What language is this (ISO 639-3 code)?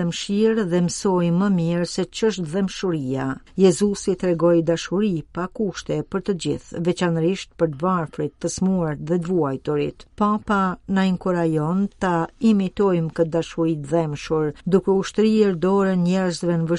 sqi